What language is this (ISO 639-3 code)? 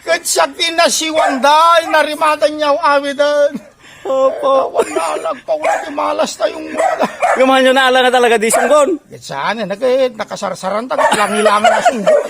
ilo